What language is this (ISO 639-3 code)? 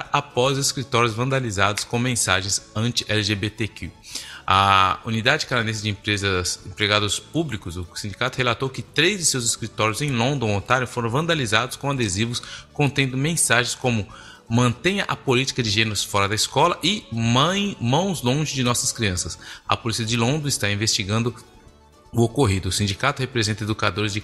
por